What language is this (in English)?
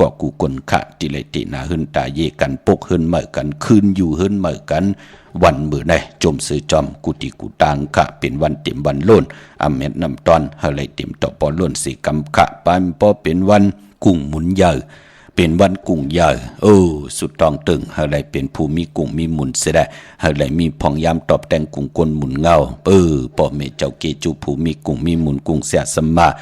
Shan